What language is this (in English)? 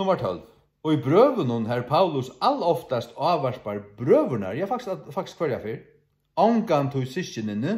Faroese